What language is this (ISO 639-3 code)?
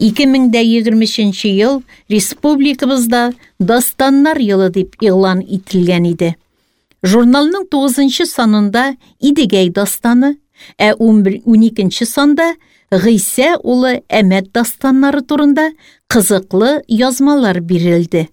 tat